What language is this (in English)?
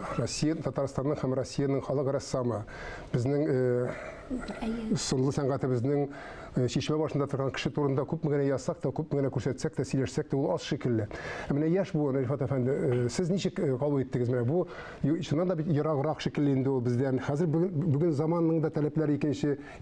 Tatar